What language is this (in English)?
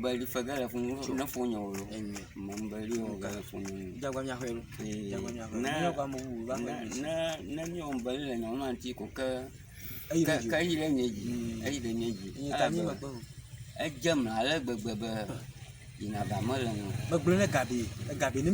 Ewe